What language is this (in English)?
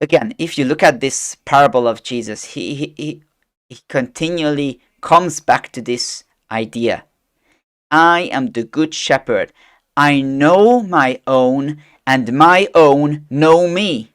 English